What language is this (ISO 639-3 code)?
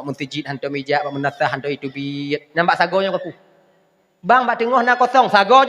ace